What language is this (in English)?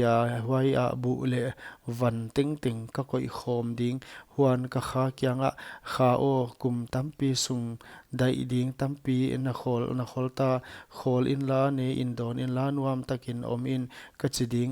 Paite Chin